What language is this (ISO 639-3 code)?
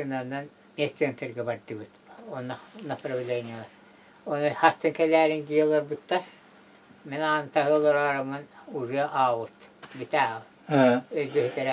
sah